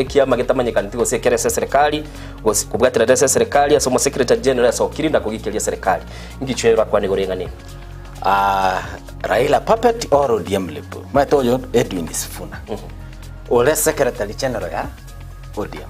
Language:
Gusii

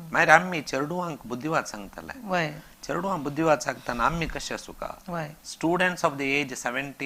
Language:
Konkani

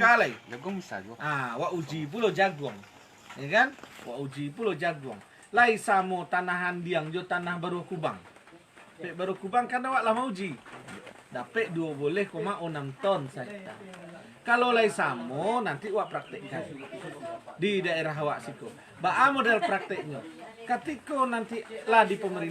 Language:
Minangkabau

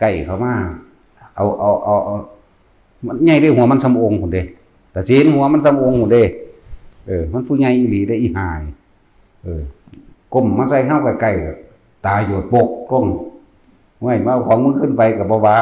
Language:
Northeastern Thai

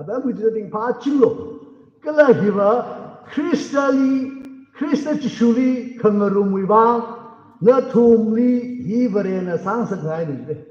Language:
Tangkhul Naga (India)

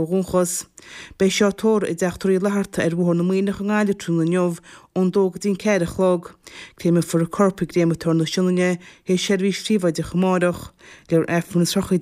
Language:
Irish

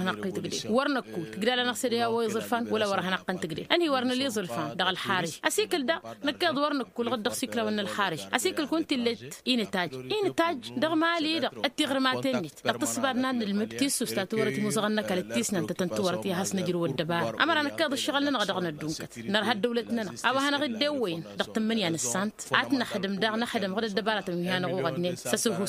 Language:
Tamasheq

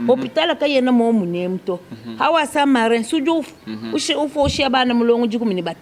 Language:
Luba-Lulua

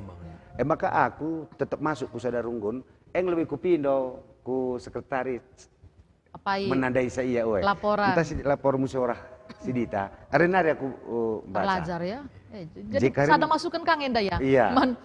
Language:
Batak Karo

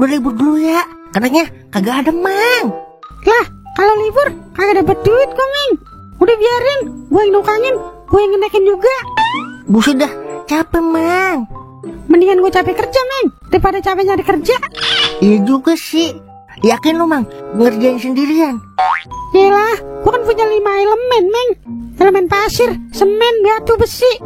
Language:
Betawi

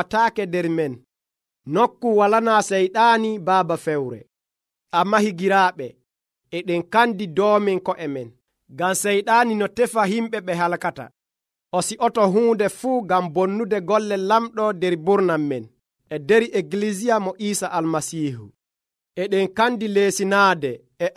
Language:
Nigerian Fulfulde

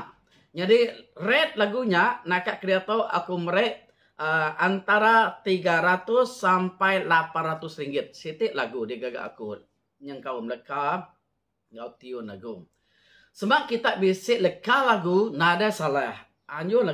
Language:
Iban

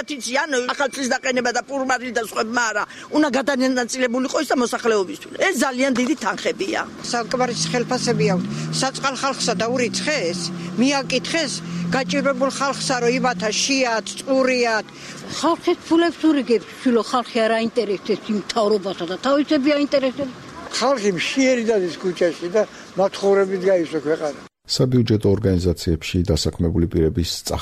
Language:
Georgian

